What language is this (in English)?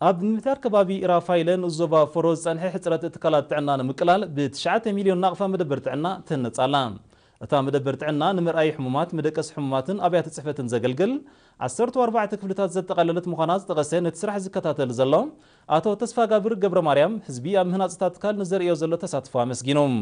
Tigrinya